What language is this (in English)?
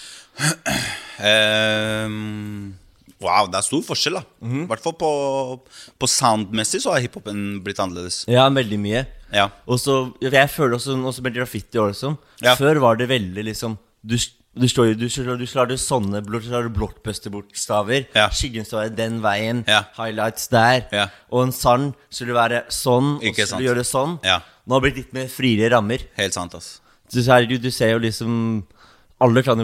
Norwegian